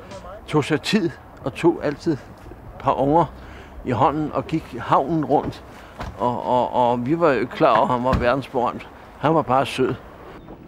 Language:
Danish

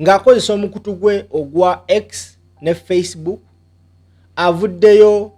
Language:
Ganda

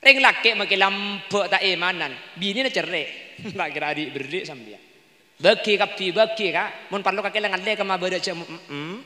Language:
Madurese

